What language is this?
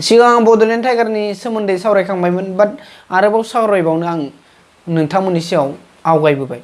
Bodo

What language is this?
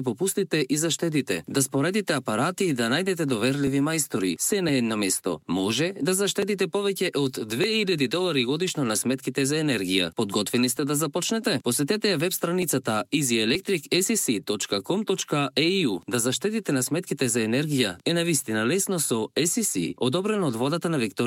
Macedonian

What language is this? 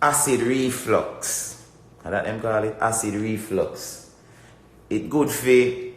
Jamaican Creole English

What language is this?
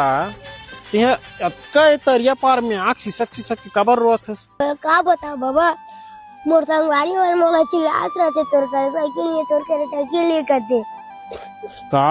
Chhattisgarhi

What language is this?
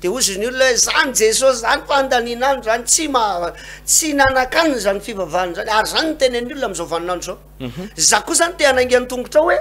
Malagasy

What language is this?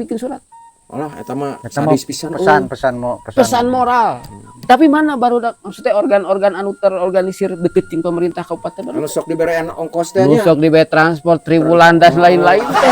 Sundanese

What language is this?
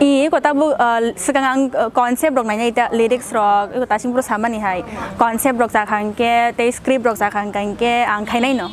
Kok Borok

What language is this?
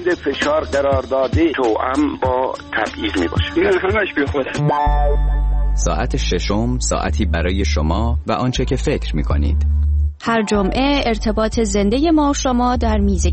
Persian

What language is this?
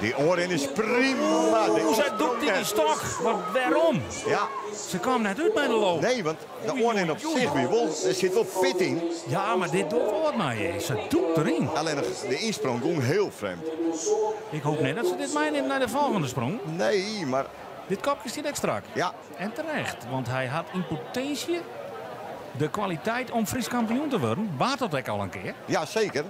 Western Frisian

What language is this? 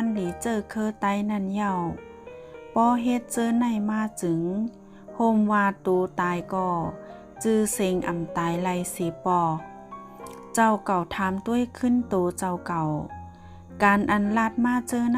Shan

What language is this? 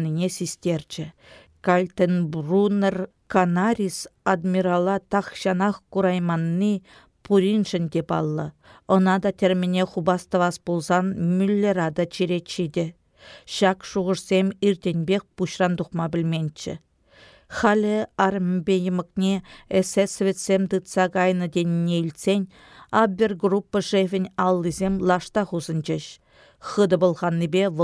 Chuvash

